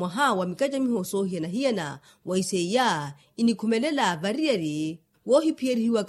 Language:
Makhuwa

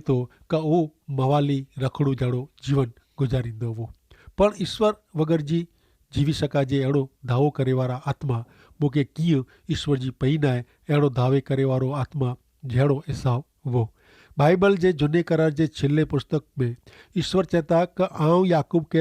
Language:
Kachhi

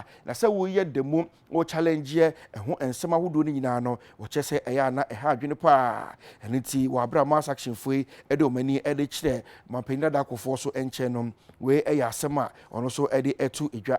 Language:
Akan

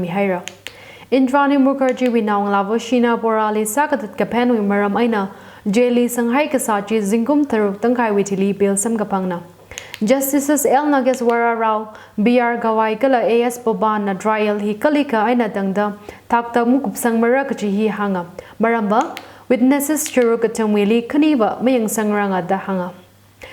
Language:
Tangkhul Naga (India)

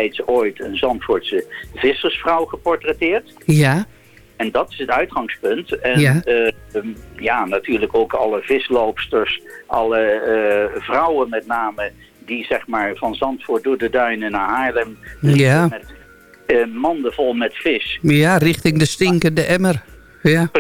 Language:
Dutch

